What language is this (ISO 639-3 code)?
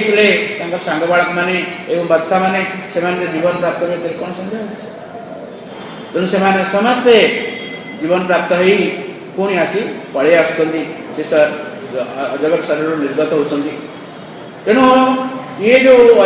ori